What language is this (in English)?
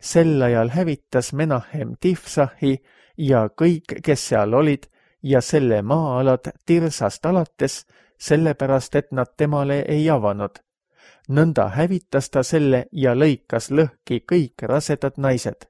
Estonian